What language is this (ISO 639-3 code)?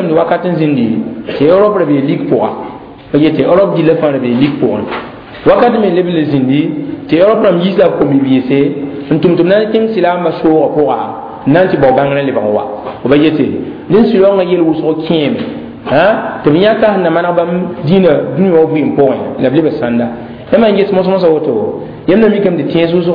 mos